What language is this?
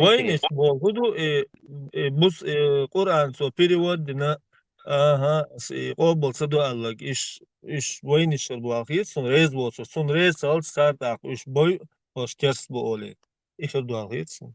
Chechen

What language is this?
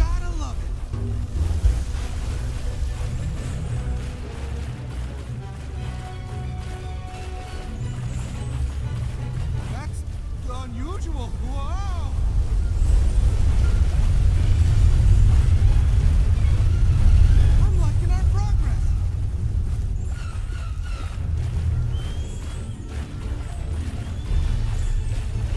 English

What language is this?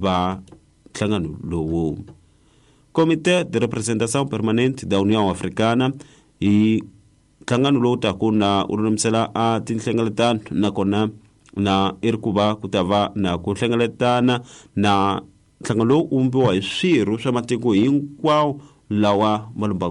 Tsonga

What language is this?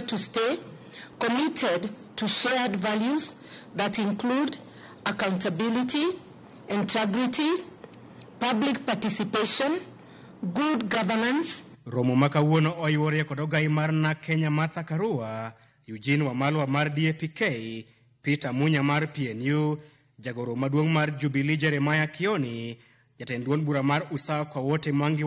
Luo (Kenya and Tanzania)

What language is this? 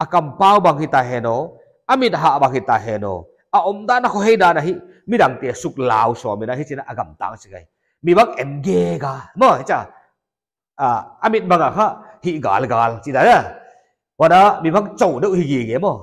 Paite Chin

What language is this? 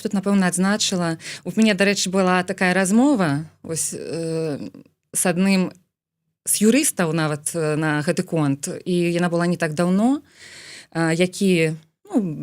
Belarusian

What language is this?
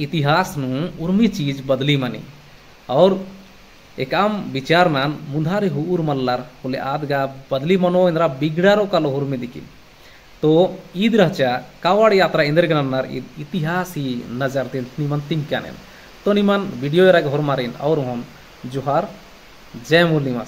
Kurukh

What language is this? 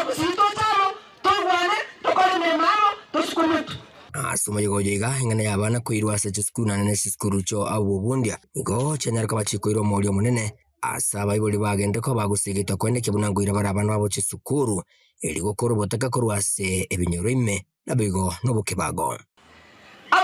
Gusii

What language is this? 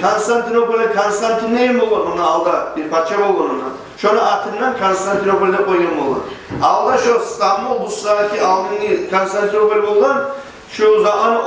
Kumyk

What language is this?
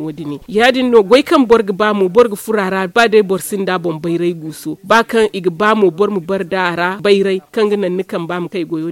Zarma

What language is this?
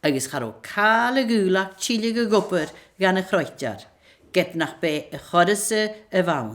Scottish Gaelic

